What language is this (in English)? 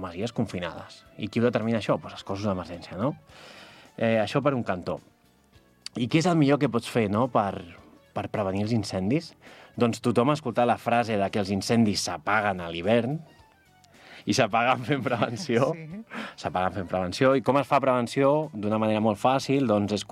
Catalan